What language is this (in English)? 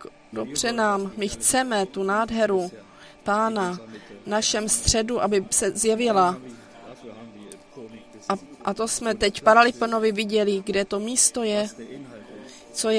Czech